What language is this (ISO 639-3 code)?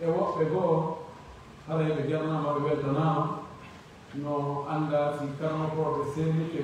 fuf